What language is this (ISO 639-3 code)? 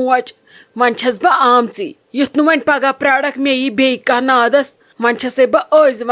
kas